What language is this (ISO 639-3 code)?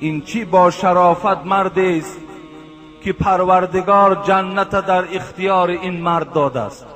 tgk